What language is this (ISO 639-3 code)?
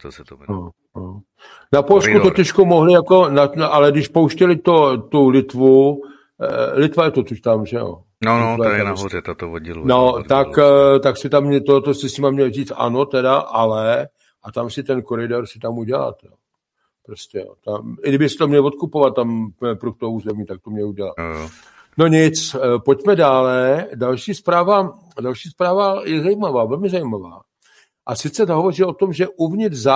ces